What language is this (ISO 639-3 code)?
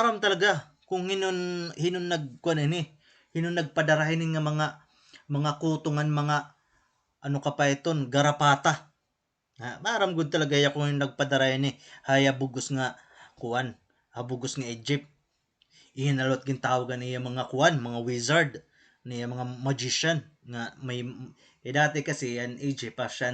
war